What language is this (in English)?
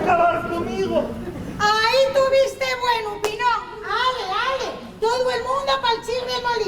Asturian